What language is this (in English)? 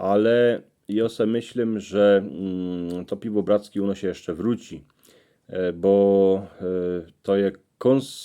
Silesian